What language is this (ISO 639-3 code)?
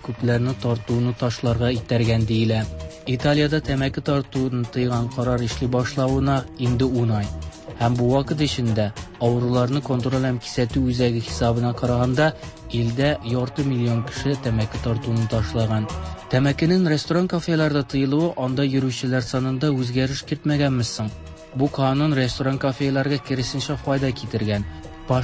tat